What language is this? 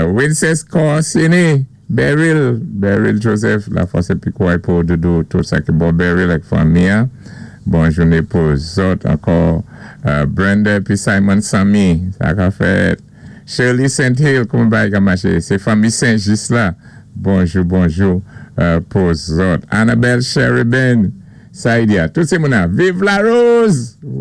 Saint Lucian Creole French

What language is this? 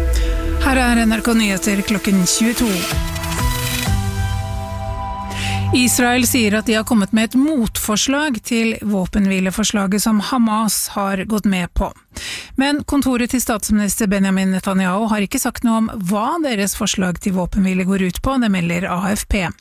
Norwegian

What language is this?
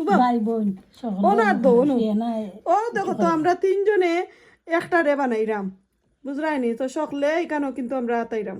Sylheti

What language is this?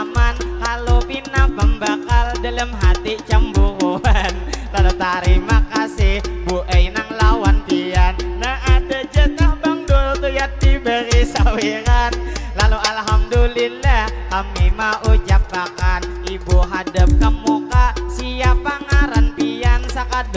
Banjar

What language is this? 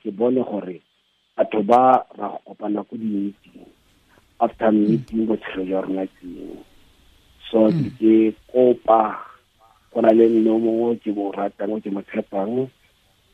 Tswana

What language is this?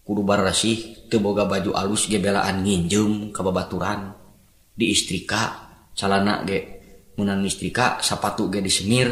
Sundanese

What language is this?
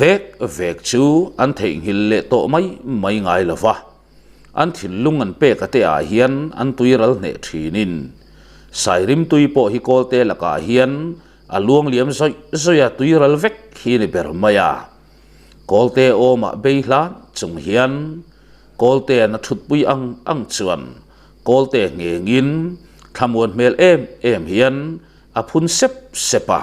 Mizo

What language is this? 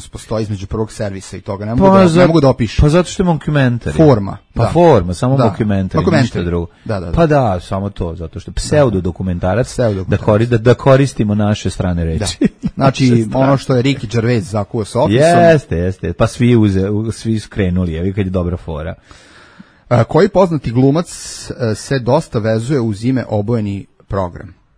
Serbian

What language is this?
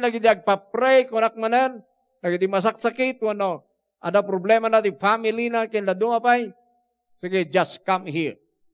Iloko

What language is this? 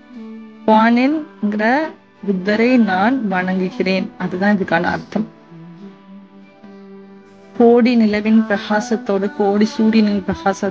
Tamil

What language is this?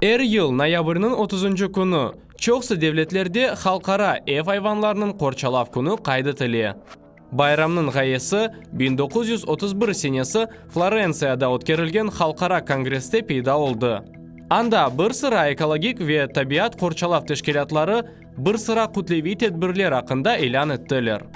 Crimean Tatar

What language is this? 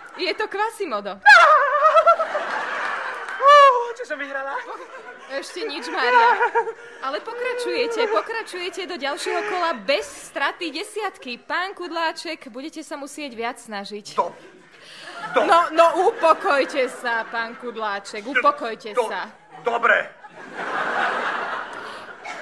Slovak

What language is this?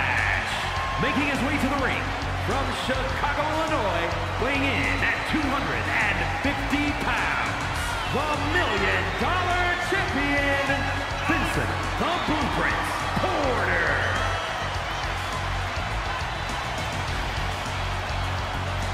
English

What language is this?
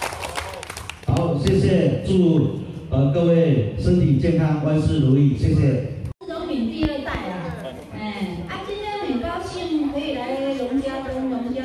Chinese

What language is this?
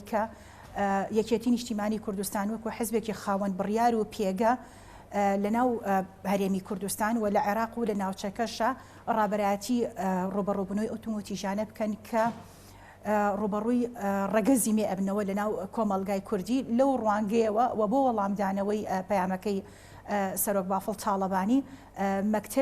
Central Kurdish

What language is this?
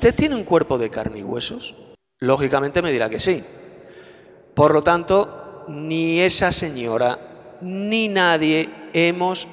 Spanish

